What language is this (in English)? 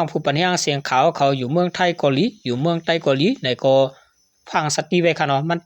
Shan